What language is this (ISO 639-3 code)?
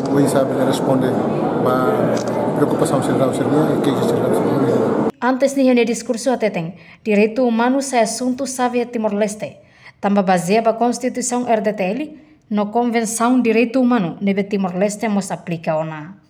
tet